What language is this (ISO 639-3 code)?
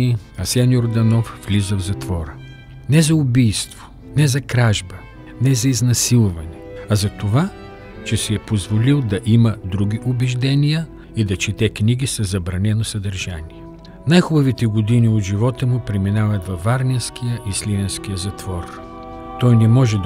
bul